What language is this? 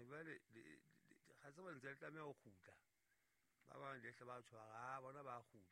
Southern Sotho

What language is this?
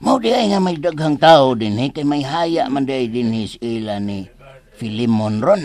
Cebuano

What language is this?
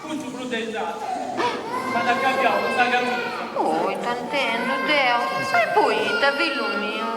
Sardinian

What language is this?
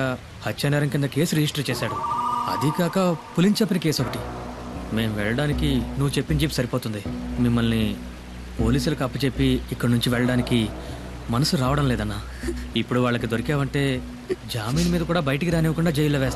Telugu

